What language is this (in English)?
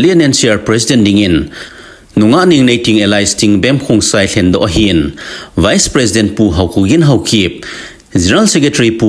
Thado Chin